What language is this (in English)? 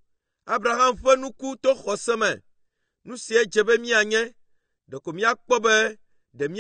Ewe